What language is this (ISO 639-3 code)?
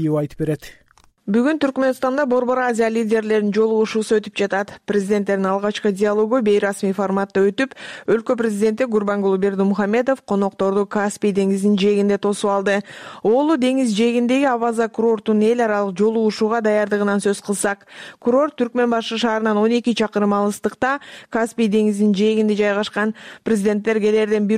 kir